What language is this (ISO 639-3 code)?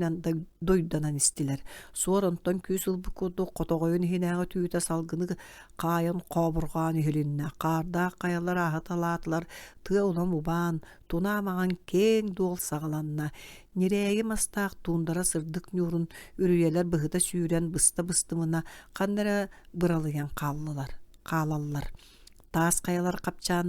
sah